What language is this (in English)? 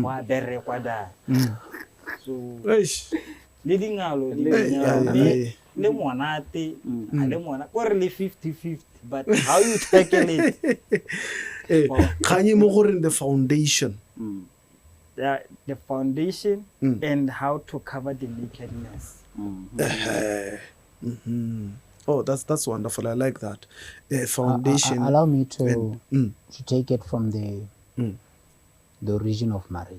Tswana